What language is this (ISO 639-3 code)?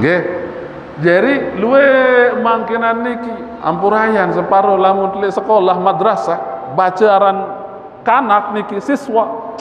sas